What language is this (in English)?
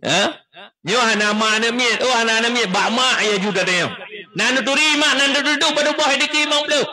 Achinese